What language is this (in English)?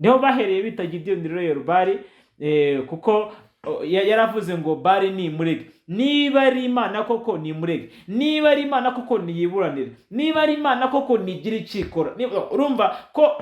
Kinyarwanda